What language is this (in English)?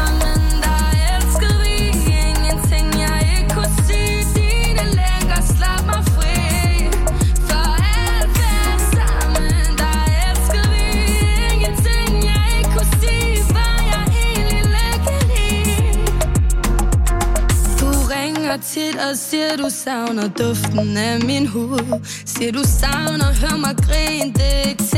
Norwegian